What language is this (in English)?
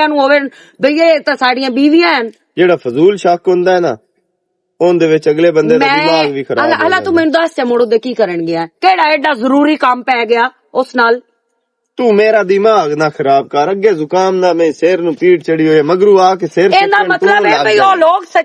Western Panjabi